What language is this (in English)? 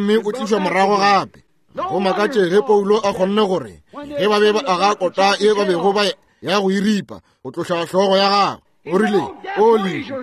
Northern Sotho